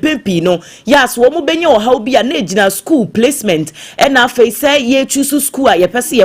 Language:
Akan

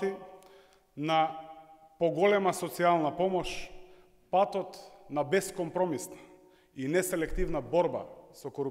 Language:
Macedonian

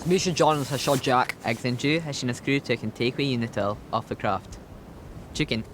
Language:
Scottish Gaelic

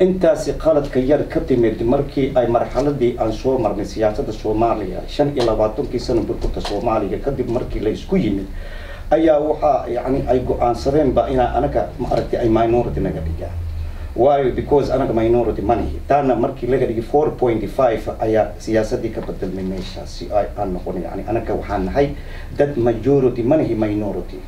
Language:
Somali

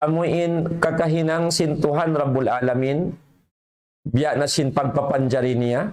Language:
Tausug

